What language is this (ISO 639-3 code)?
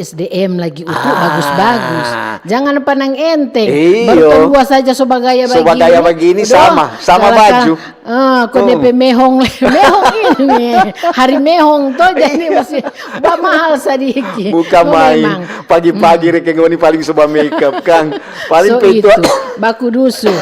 xmm